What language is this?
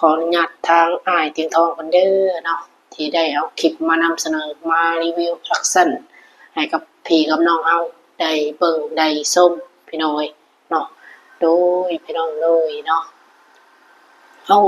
Lao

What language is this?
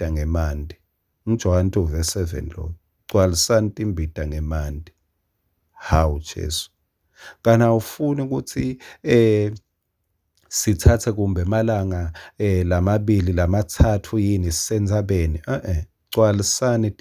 Swati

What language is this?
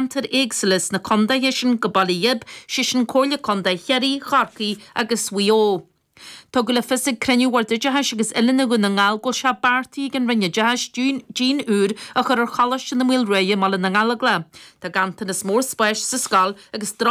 Irish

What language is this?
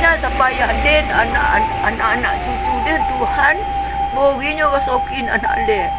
Minangkabau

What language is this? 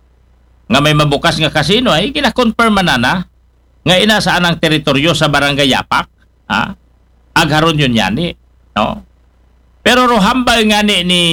Aklanon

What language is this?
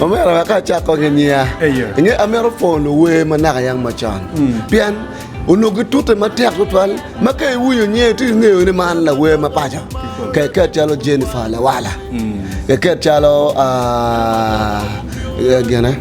Acoli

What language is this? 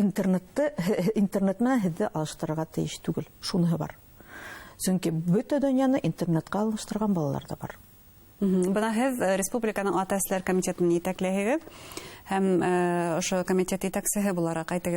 Bashkir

